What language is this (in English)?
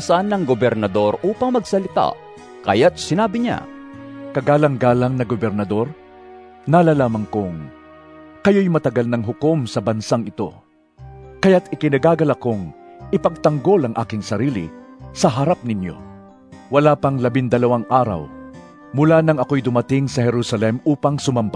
Filipino